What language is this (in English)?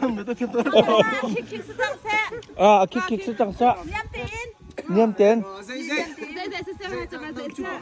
Hakha Chin